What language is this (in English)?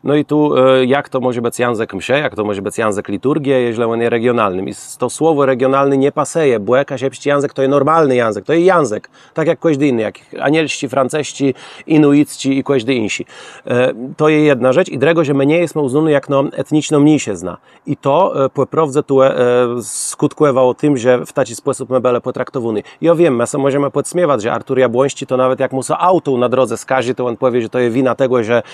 Kashubian